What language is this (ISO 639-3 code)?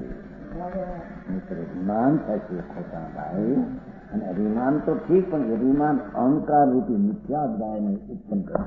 guj